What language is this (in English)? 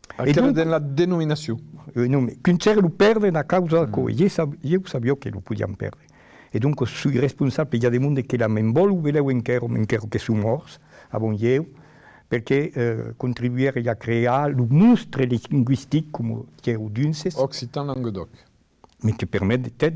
Occitan